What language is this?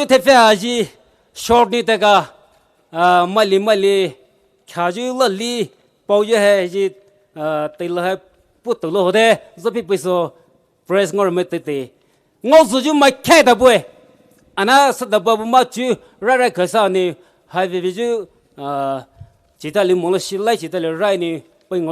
Poumei Naga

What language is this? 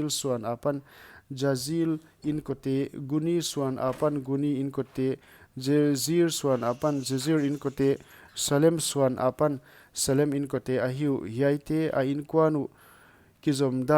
Paite Chin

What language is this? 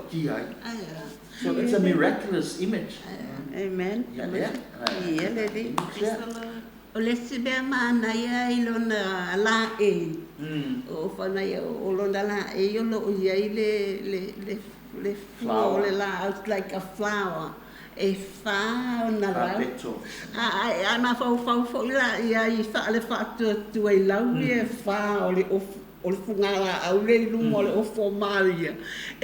Samoan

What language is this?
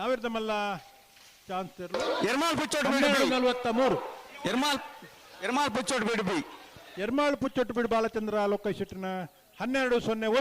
Tulu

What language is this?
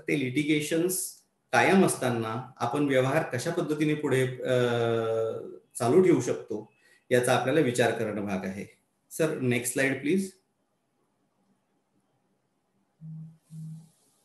Marathi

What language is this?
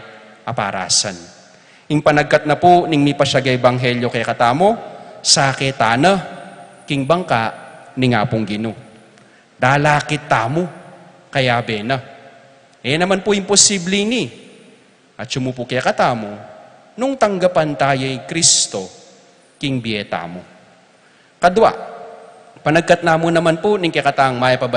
Pampanga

